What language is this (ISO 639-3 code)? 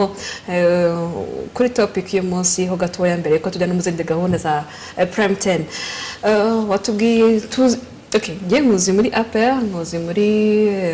kin